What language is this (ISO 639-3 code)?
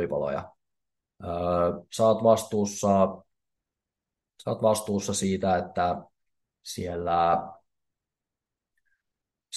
fin